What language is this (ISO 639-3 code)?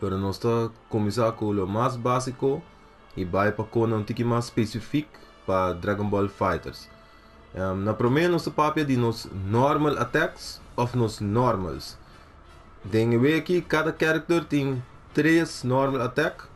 pap